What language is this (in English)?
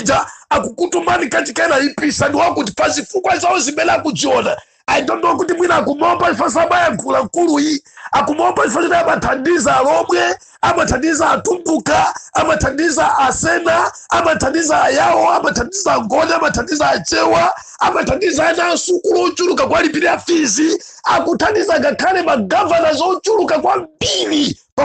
Nyanja